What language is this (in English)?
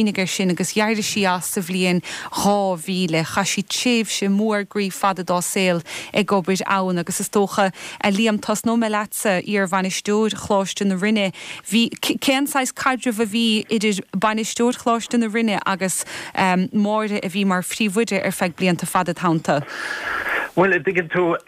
Irish